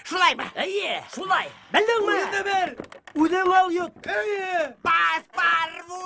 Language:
Bashkir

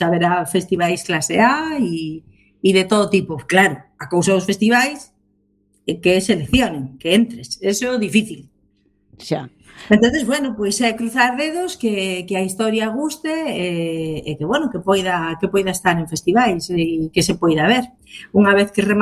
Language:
Galician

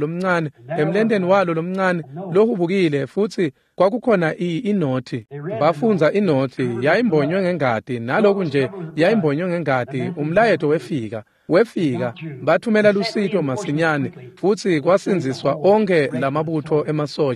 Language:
Swati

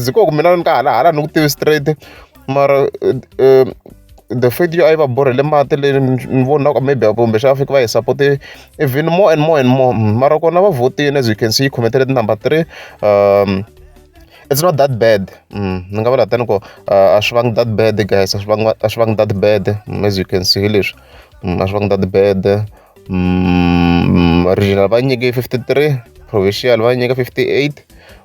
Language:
Tsonga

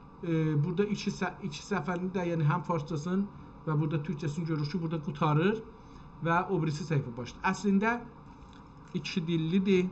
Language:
South Azerbaijani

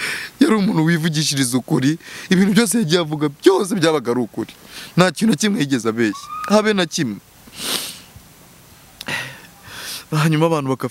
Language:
Kinyarwanda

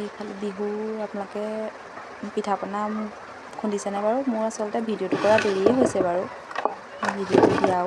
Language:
Assamese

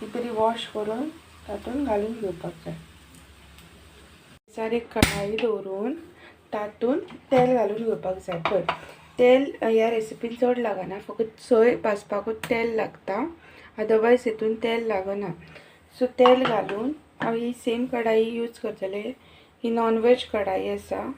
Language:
Konkani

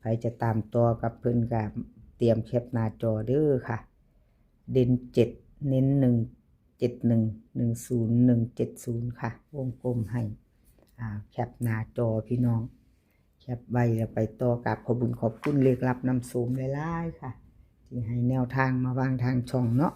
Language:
Northeastern Thai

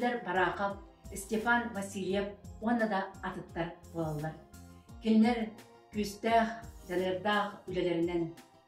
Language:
Yakut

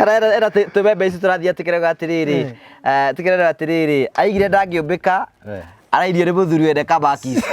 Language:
Kikuyu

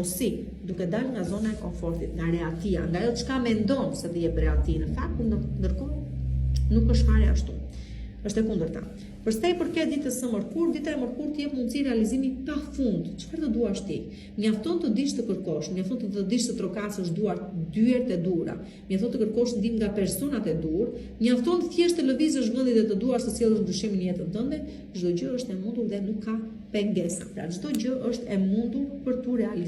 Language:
Albanian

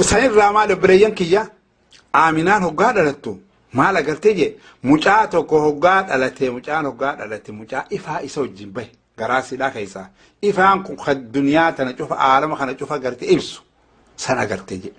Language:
Oromo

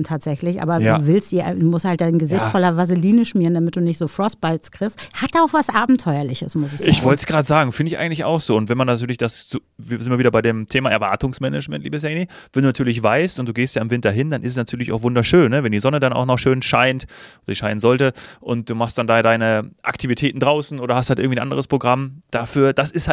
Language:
German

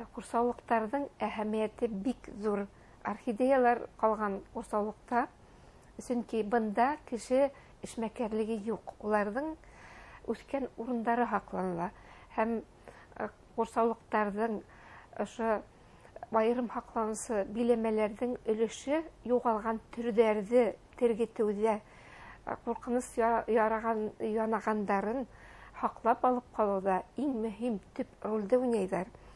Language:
Bashkir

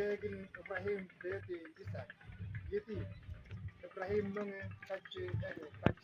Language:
Mabaan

